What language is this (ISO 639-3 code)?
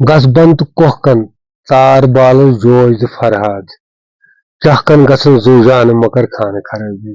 kas